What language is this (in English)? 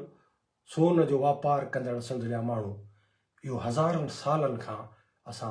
Sindhi